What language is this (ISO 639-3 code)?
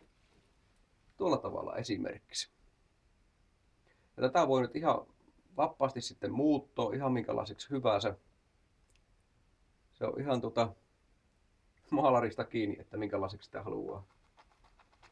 fin